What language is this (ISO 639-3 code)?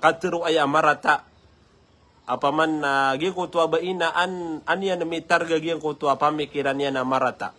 mrw